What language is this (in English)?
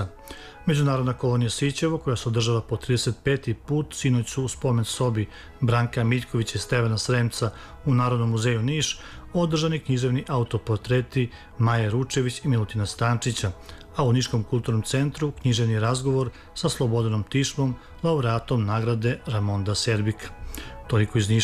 Serbian